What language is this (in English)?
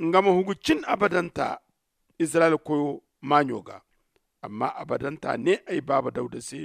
Zarma